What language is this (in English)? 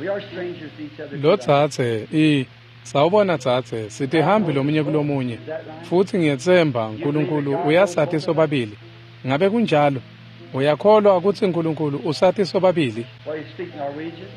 Swati